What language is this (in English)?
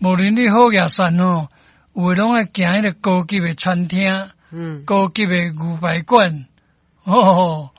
Min Nan Chinese